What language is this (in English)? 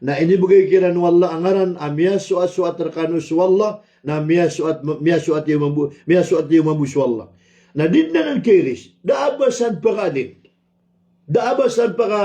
Maranao